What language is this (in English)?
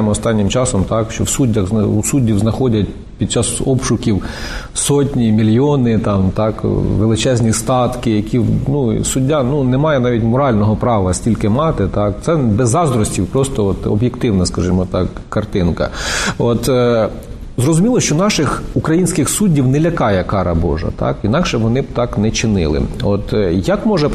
Ukrainian